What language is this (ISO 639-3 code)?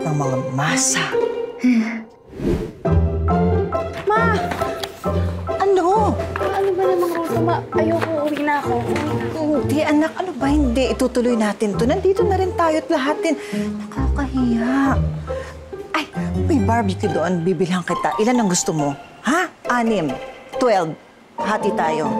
fil